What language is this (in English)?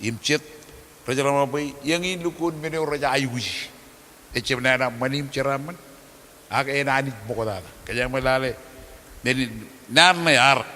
Marshallese